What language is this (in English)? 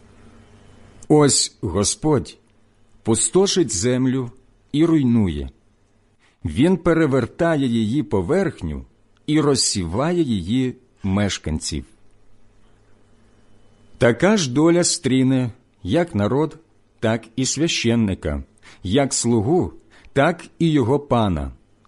Ukrainian